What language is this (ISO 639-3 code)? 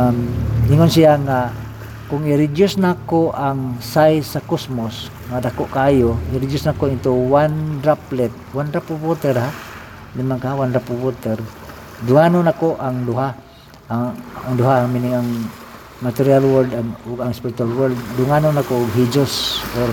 ceb